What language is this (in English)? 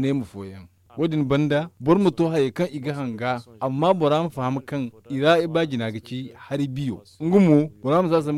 Zarma